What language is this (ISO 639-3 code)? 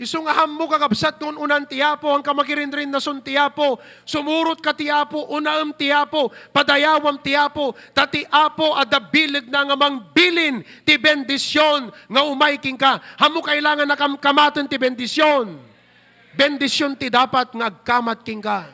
ilo